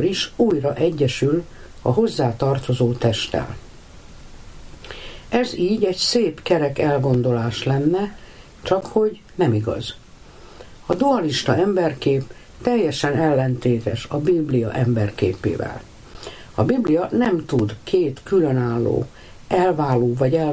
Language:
Hungarian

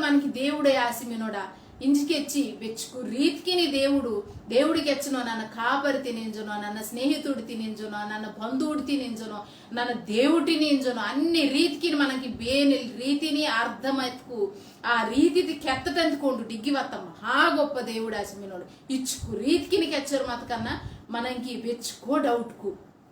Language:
Koya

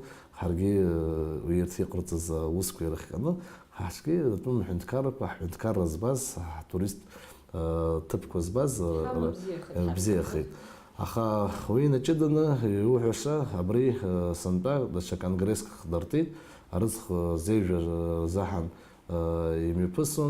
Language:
Abkhazian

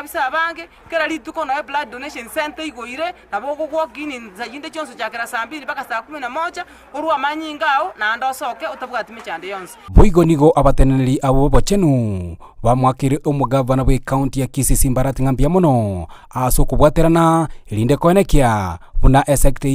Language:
Gusii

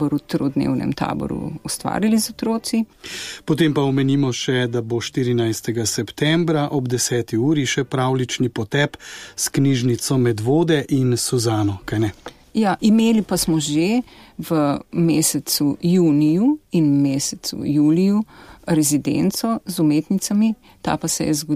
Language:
Slovenian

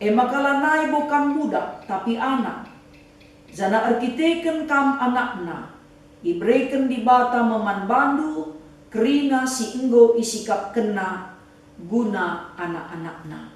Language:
Batak Karo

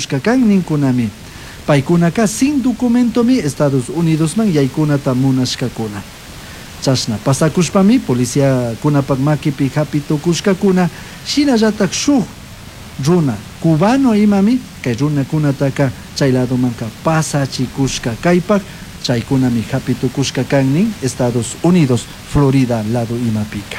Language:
Chimborazo Highland Quichua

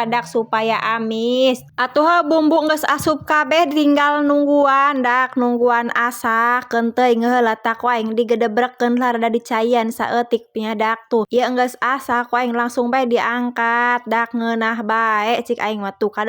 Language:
Sundanese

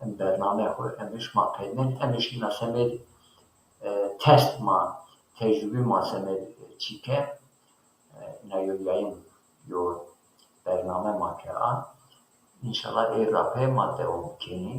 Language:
Zaza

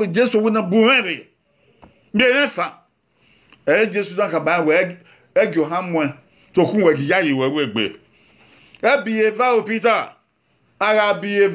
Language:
Bini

